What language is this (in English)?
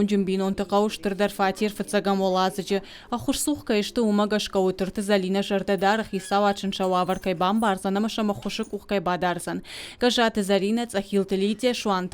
Ossetic